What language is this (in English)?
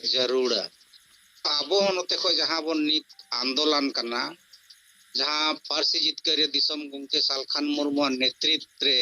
Santali